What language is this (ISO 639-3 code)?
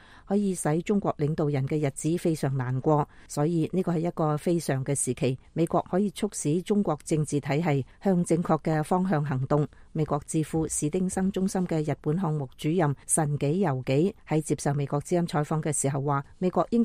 yue